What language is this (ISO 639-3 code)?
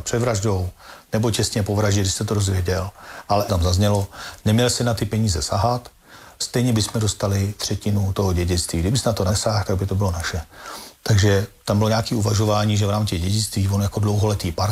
ces